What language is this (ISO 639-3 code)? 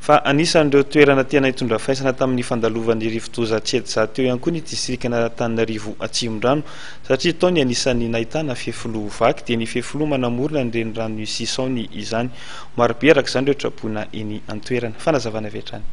mlg